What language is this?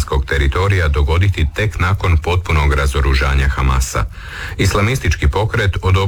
Croatian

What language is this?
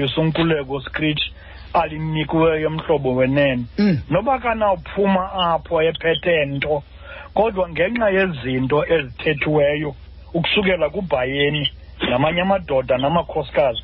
Xhosa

